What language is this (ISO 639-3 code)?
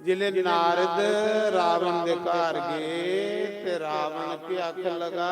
doi